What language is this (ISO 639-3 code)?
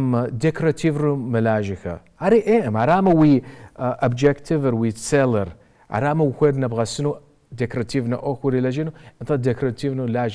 kbd